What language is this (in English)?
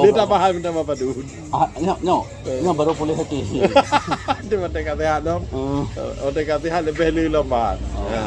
Achinese